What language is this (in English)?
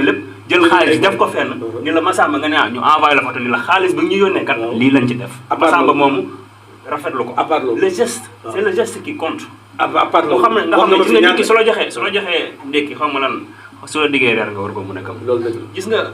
Wolof